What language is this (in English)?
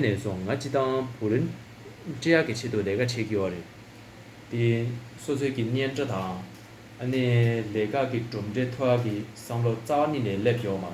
Tibetan